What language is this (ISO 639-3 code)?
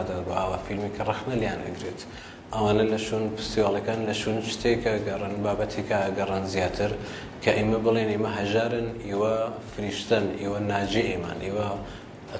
ckb